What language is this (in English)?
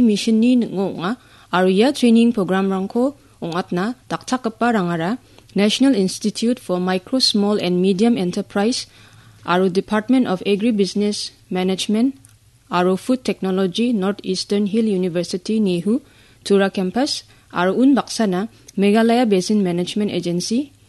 Garo